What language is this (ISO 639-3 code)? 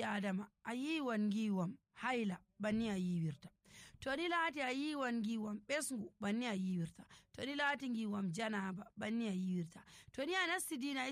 fuv